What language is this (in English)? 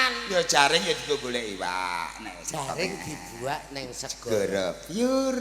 Javanese